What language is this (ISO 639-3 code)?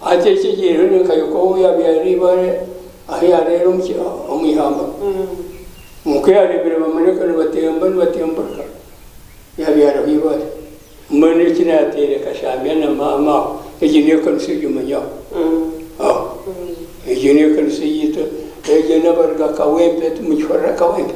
nyn